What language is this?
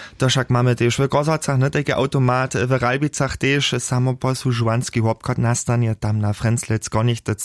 Upper Sorbian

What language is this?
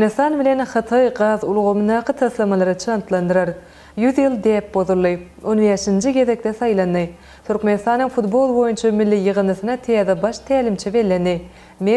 Turkmen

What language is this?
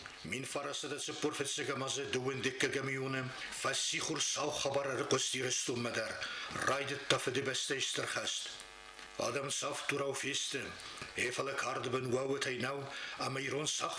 Ossetic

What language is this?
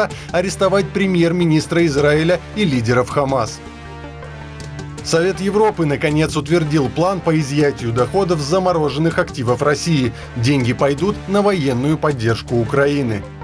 Russian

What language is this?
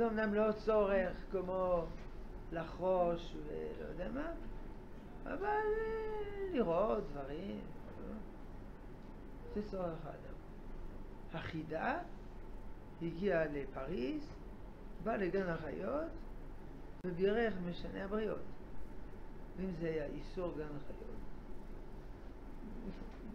Hebrew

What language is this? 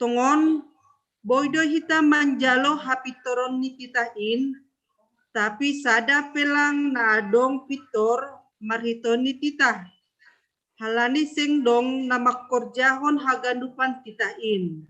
Batak Simalungun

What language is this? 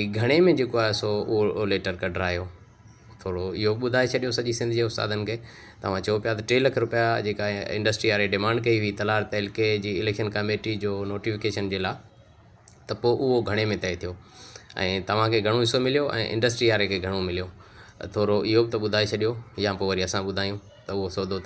Sindhi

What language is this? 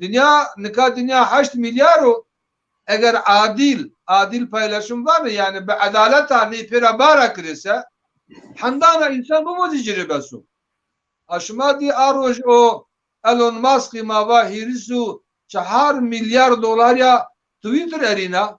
Zaza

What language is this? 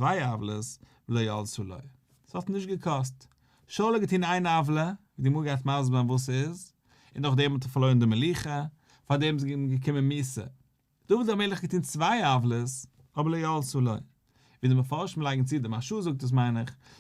Yiddish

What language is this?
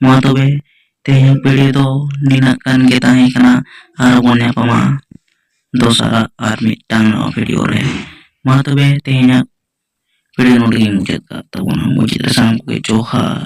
Santali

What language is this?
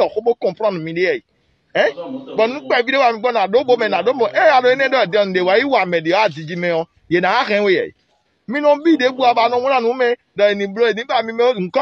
Fon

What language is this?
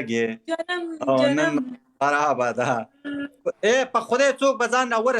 Pashto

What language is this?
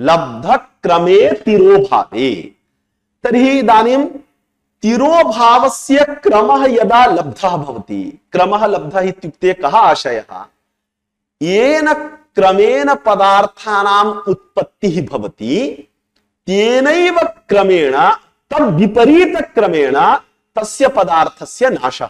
Sanskrit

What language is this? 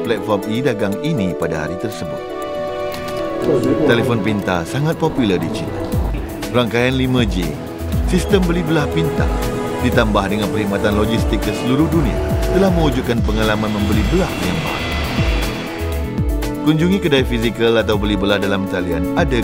Malay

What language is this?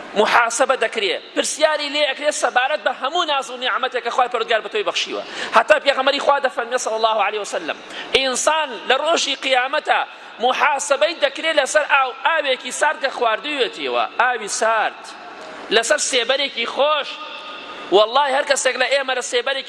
Central Kurdish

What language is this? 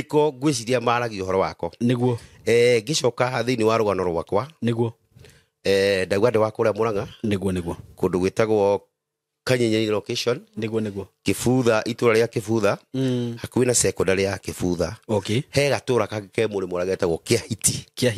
Kikuyu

